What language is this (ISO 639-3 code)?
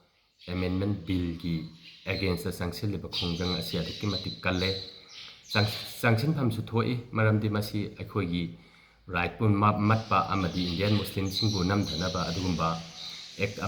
mni